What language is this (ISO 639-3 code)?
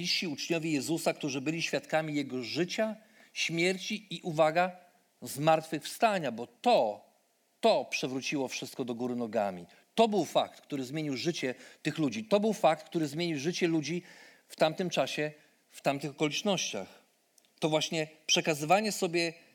pol